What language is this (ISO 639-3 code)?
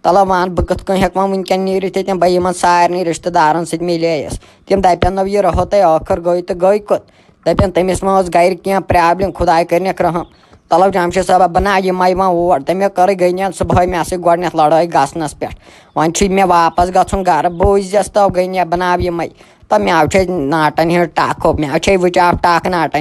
kas